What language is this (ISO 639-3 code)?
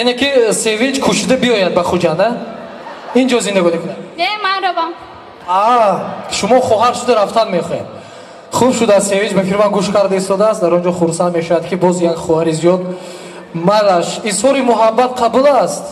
tgk